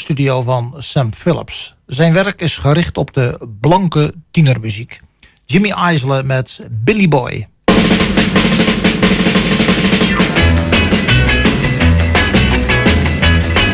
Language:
Dutch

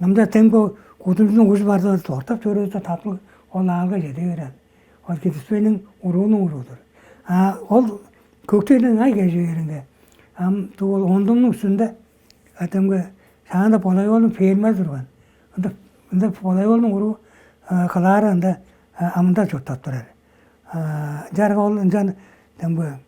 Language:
Tuvinian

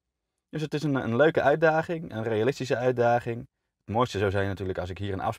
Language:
Dutch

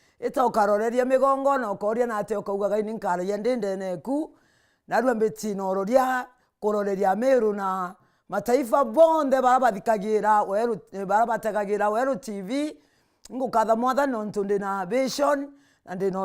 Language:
Meru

